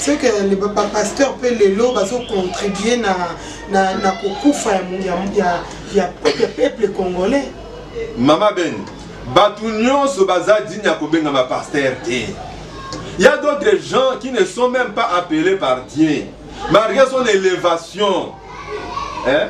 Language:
Lingala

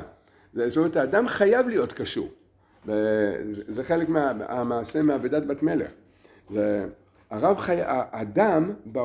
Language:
Hebrew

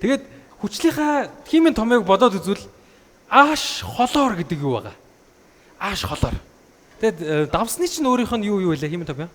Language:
Mongolian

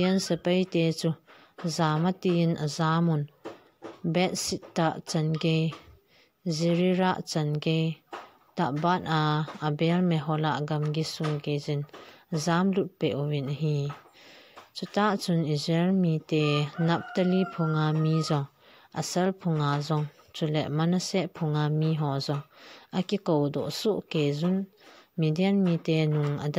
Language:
Thado Chin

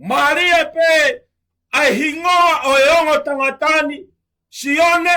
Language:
Tongan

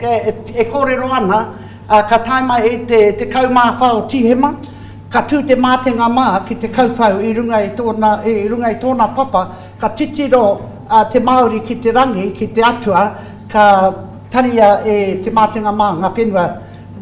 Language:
Māori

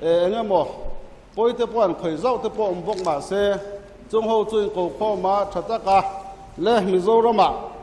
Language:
Mizo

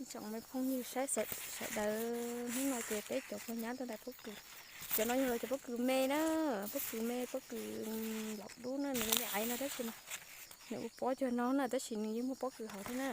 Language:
Hmong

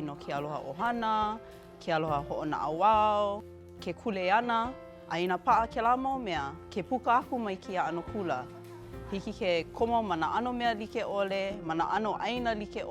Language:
Hawaiian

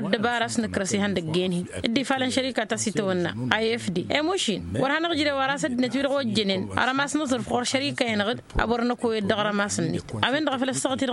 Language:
Tamasheq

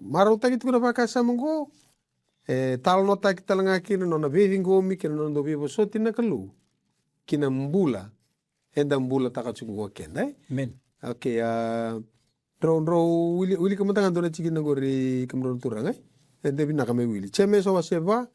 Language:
Fijian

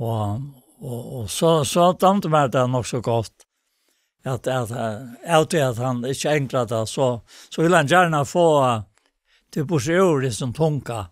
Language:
Faroese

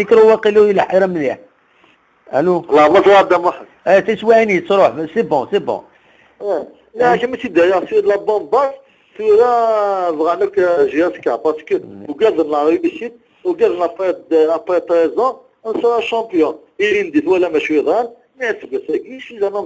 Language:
Kabyle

